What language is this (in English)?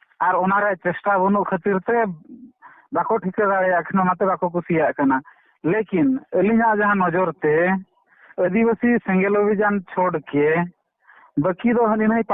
Santali